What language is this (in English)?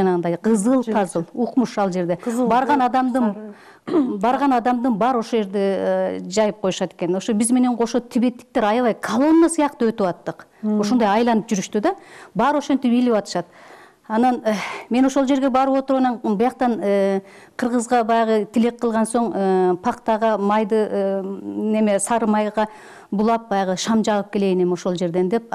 Kyrgyz